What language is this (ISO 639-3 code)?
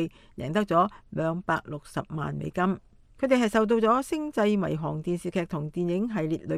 yue